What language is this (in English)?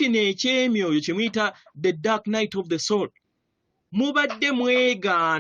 Ganda